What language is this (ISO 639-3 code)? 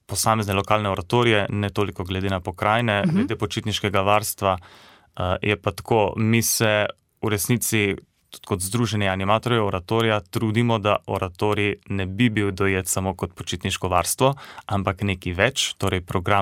slv